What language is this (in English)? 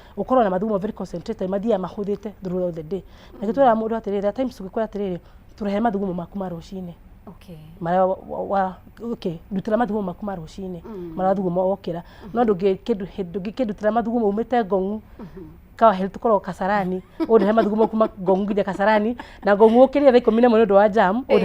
Kikuyu